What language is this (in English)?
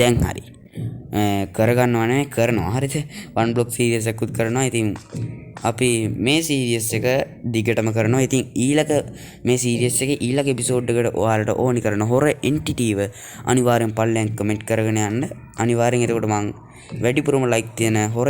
Sinhala